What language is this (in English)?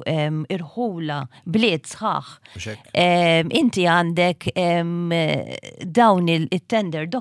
Maltese